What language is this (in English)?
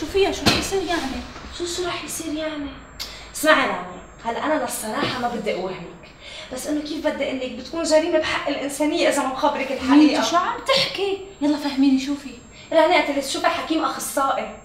North Levantine Arabic